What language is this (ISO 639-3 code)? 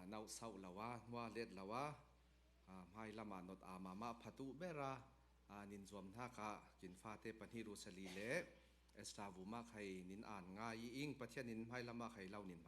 cfm